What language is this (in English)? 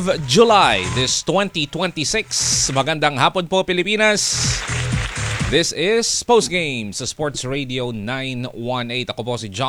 Filipino